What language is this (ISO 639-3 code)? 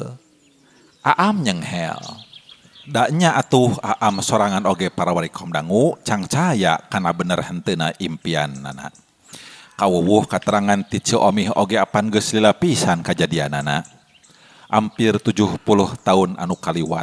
sun